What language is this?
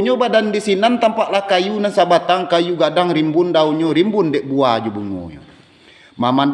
Minangkabau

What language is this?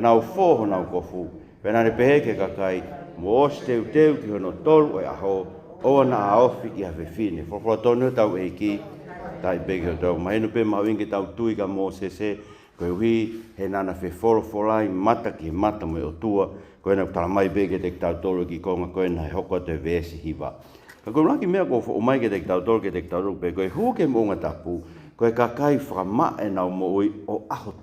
Tongan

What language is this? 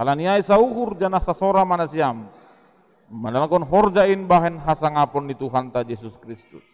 Batak Simalungun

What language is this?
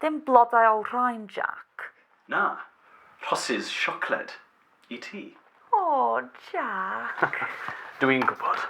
Welsh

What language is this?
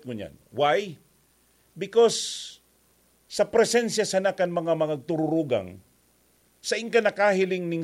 Bikol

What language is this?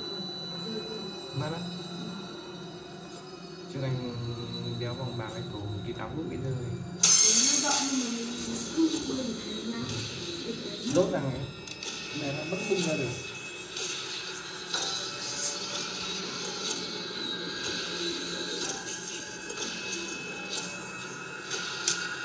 Vietnamese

